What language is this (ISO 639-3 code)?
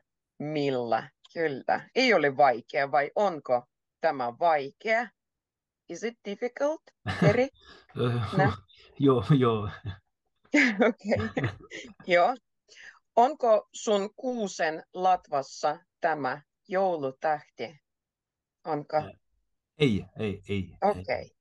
fin